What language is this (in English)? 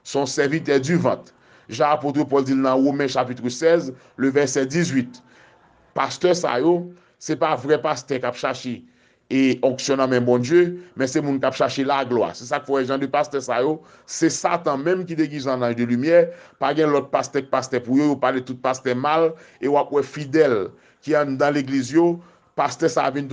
Haitian Creole